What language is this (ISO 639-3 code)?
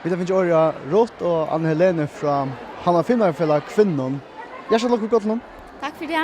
fao